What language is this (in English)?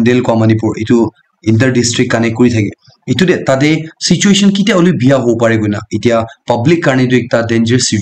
Naga Pidgin